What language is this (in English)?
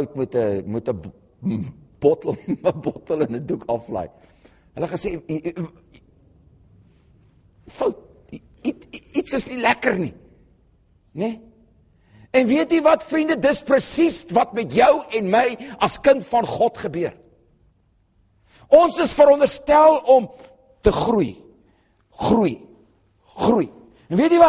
Afrikaans